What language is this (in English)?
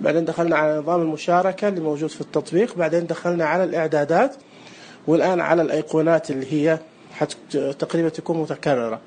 Najdi Arabic